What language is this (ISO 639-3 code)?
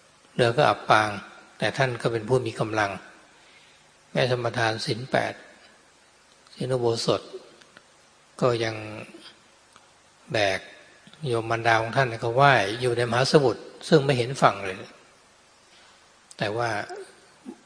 tha